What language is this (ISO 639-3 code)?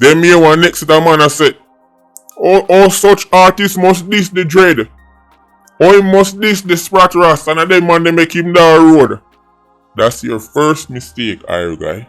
jam